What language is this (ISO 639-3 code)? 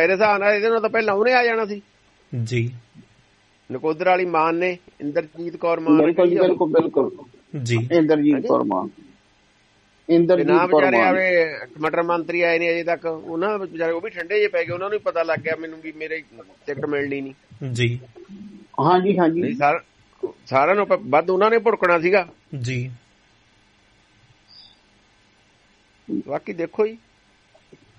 pan